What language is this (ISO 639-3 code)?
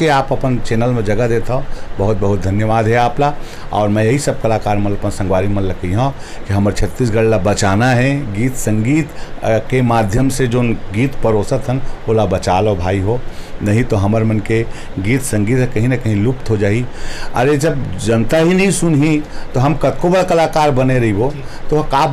hne